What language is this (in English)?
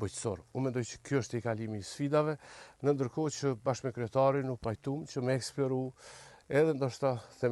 Albanian